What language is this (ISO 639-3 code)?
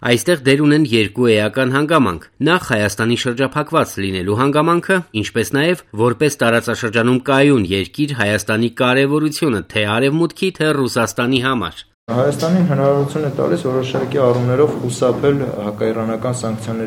hye